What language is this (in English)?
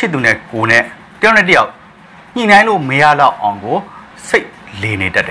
Burmese